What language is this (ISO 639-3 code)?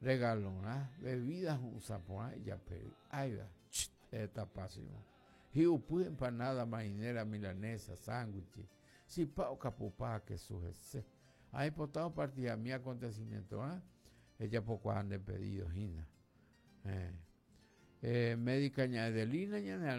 grn